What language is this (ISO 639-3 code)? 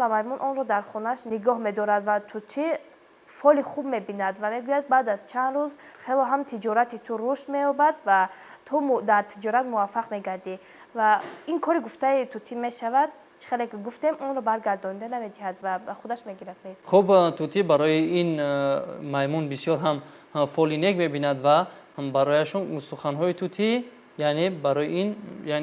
tgk